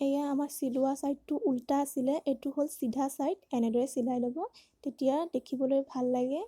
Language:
Assamese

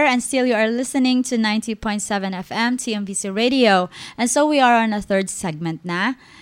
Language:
Hiligaynon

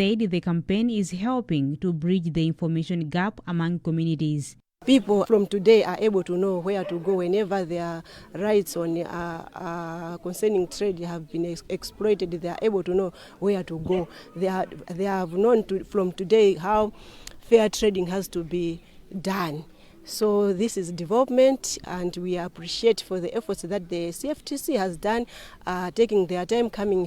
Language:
English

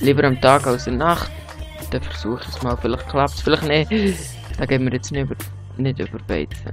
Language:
Swiss German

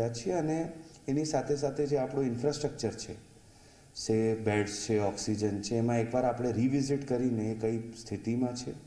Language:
Gujarati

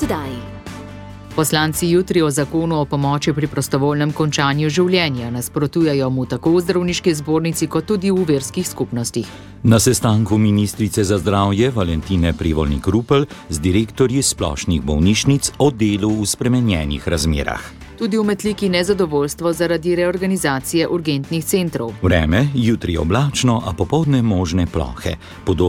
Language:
Slovenian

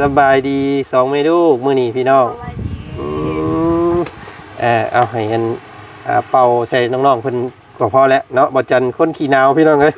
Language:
Lao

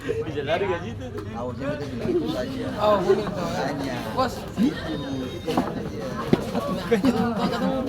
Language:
Ambonese Malay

